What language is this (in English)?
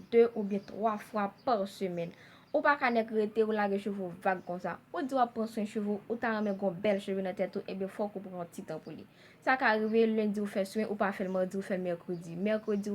Haitian Creole